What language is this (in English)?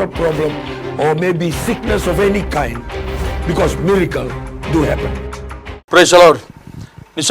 Fijian